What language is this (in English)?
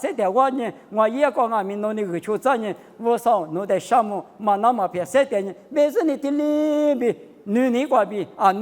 Lisu